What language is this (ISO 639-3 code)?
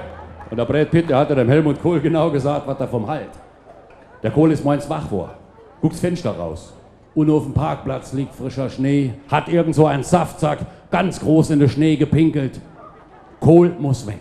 pfl